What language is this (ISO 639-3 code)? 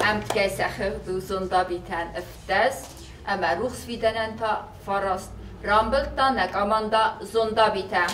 oss